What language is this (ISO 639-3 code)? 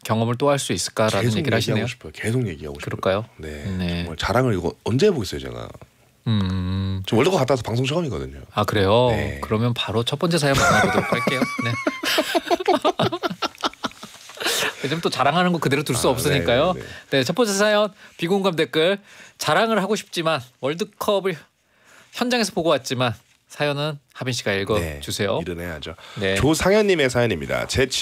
kor